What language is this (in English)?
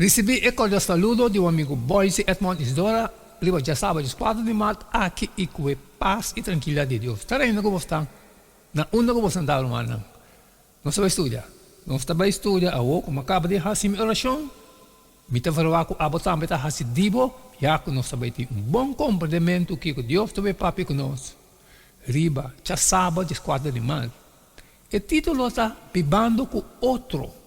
Papiamento